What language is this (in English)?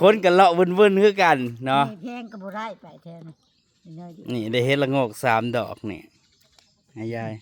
Northeastern Thai